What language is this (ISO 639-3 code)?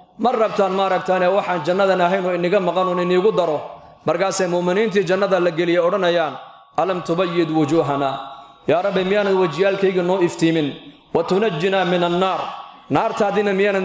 som